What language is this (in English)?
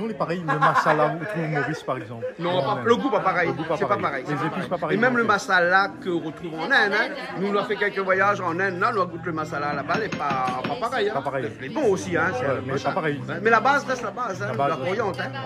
Réunion Creole French